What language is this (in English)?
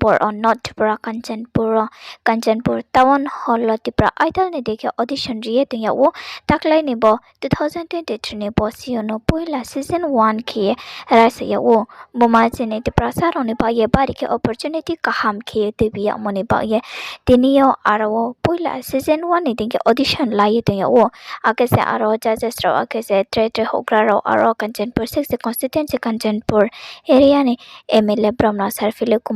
Riang (India)